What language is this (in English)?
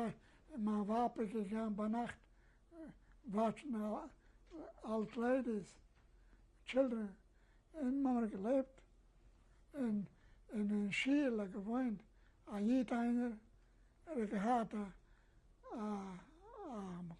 Yiddish